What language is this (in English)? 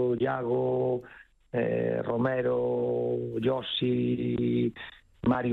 Galician